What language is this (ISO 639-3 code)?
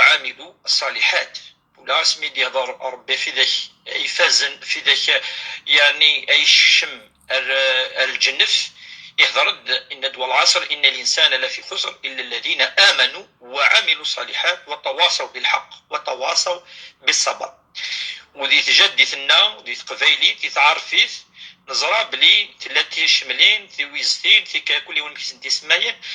kab